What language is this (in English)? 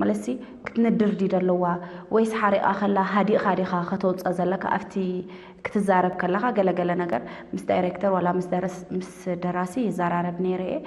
Tigrinya